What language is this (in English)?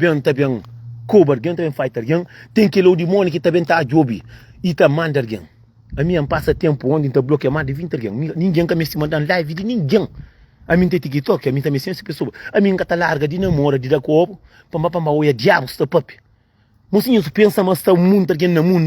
Kabuverdianu